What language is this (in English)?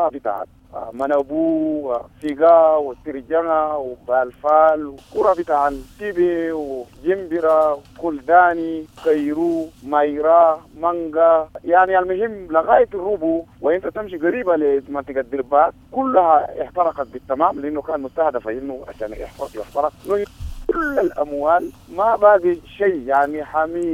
Sudanese Arabic